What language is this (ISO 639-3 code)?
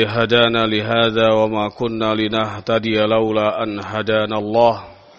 ind